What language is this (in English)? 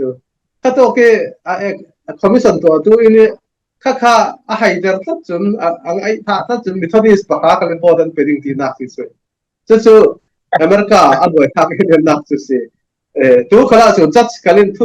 Falam Chin